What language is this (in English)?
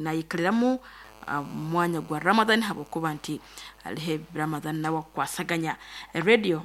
Nyankole